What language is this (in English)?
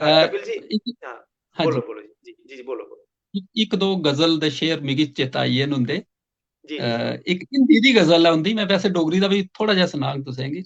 Dogri